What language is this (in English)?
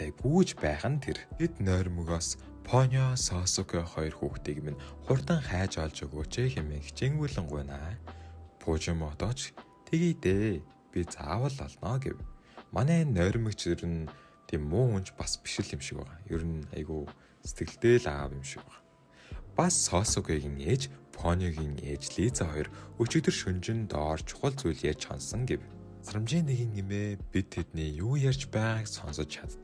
Mongolian